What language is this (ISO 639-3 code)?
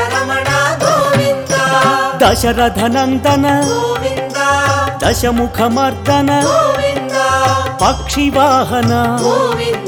tel